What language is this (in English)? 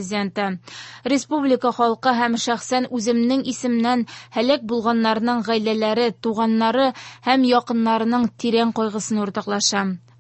Tatar